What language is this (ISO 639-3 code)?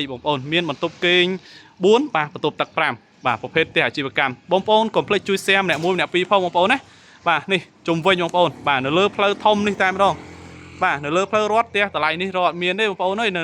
khm